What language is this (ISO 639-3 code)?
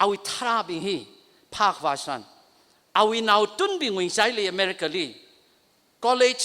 nmf